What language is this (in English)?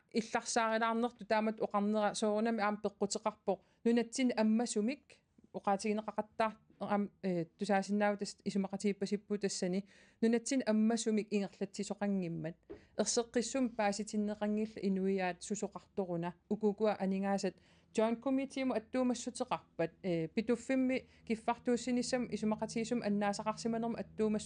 Kalaallisut